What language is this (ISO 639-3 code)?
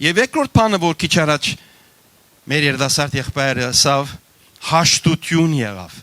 hyw